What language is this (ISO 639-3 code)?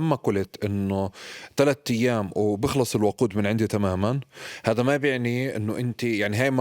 apc